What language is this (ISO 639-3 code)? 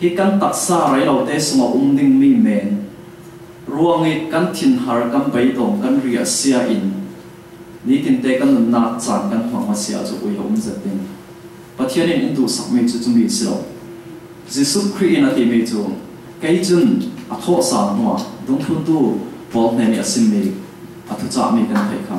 cfm